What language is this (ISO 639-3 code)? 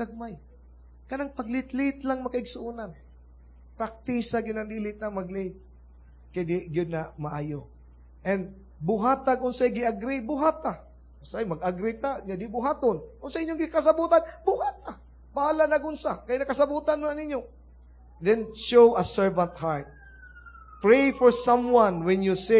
ceb